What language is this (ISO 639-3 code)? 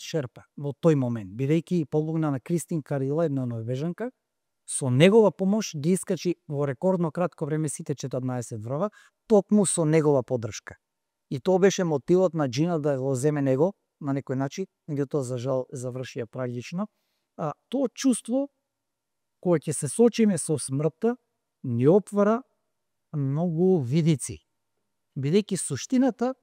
mkd